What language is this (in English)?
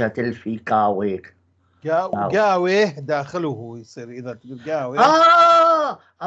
North Levantine Arabic